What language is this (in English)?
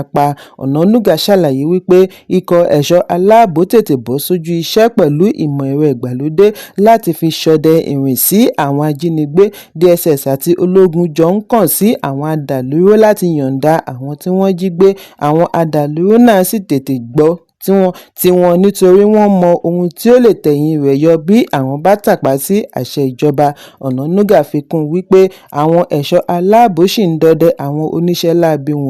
Yoruba